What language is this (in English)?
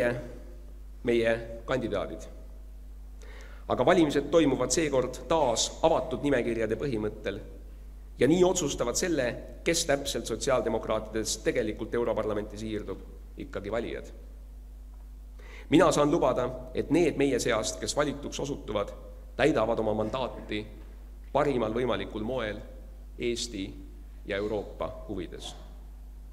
Estonian